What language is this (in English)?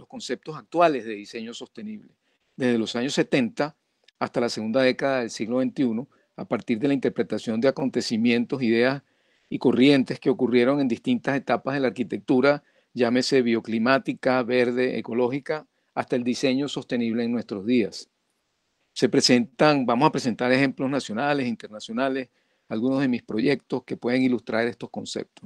Spanish